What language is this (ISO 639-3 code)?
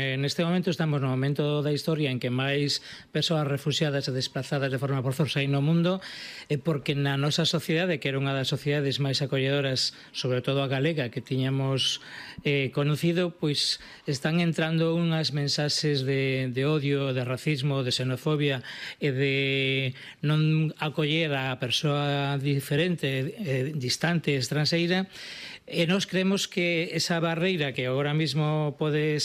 glg